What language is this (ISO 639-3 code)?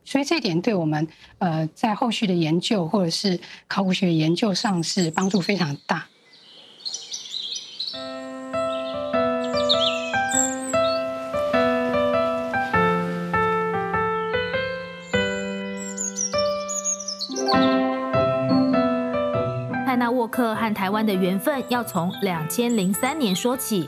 zho